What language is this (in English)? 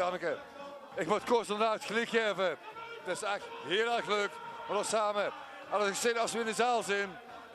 Limburgish